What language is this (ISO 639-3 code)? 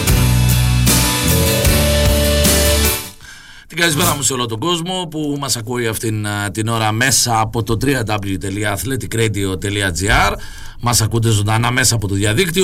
ell